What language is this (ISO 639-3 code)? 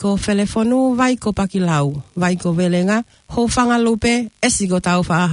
ton